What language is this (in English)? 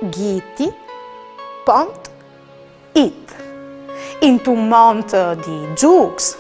Friulian